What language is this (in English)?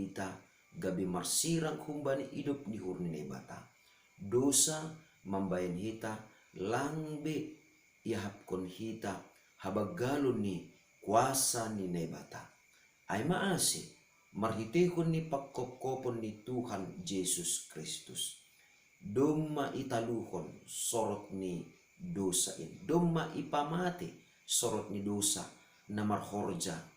Batak Simalungun